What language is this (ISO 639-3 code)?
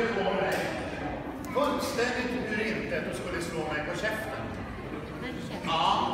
swe